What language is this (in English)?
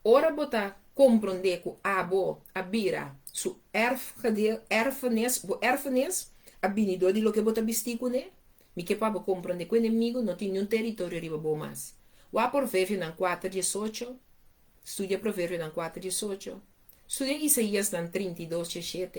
Papiamento